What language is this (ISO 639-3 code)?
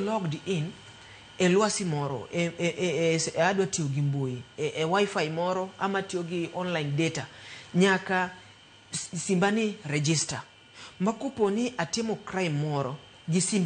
luo